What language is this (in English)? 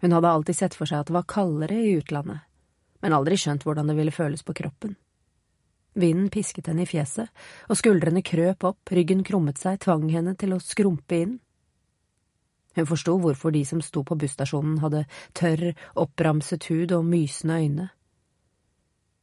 Norwegian